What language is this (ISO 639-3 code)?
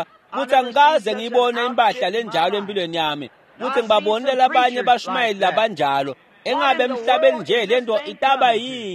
ssw